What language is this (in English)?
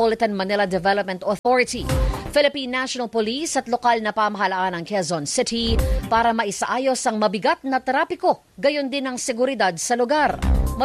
Filipino